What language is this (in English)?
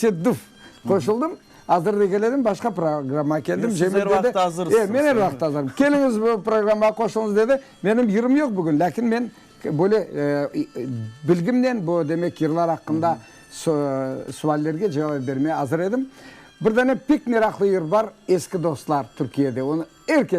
Crimean Tatar